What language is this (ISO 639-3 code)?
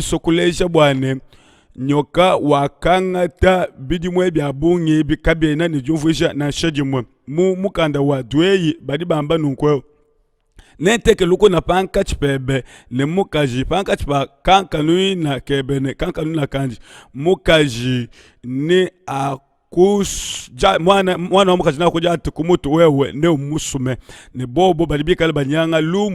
lua